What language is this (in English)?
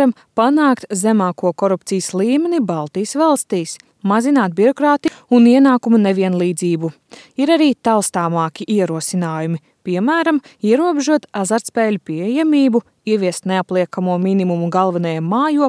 Latvian